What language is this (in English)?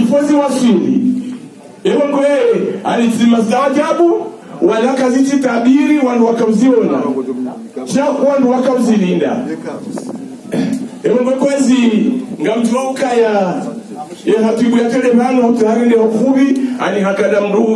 Ngazidja Comorian